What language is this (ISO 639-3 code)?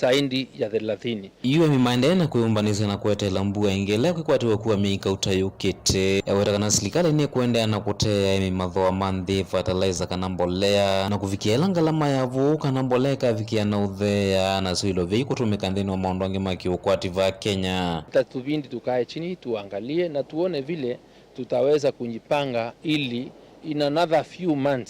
kam